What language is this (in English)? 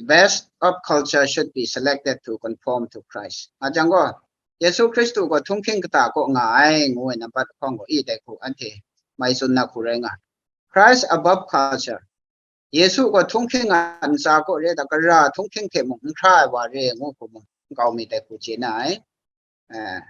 Kachin